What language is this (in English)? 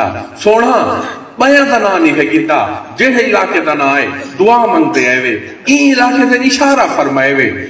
Saraiki